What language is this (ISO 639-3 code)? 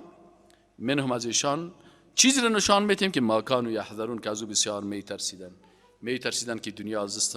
fas